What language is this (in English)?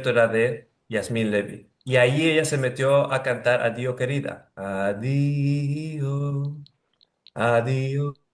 Ladino